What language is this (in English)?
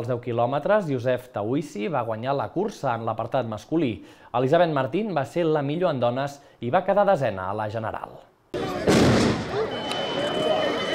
Catalan